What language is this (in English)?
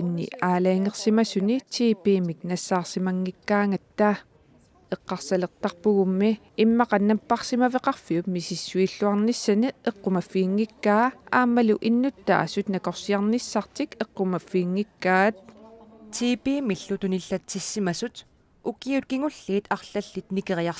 Kalaallisut